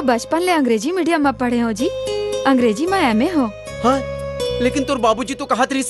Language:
Chhattisgarhi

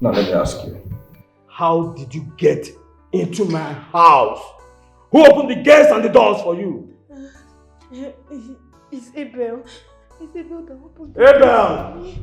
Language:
Nigerian Pidgin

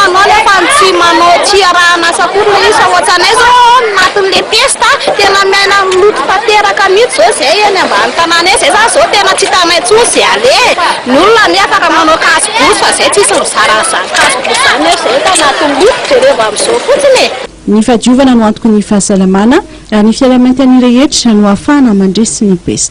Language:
Malagasy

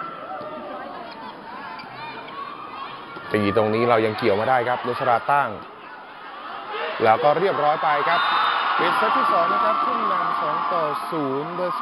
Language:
Thai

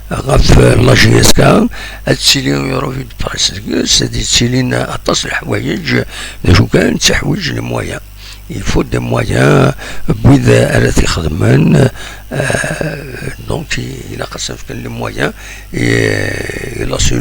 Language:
Kabyle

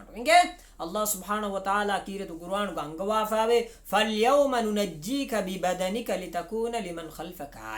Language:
Divehi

